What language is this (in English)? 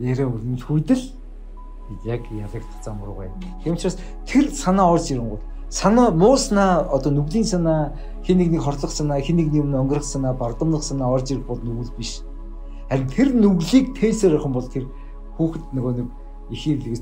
Mongolian